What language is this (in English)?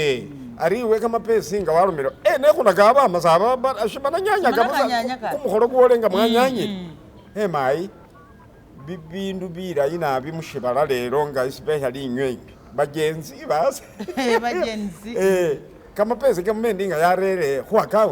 Masaaba